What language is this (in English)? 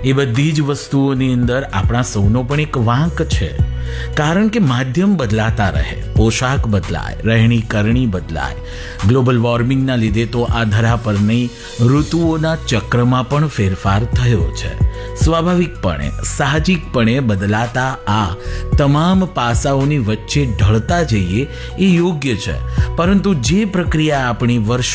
Gujarati